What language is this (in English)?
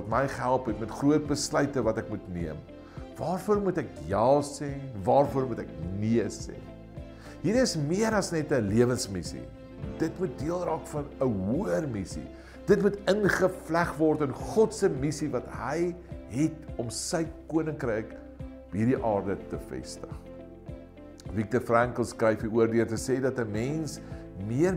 Afrikaans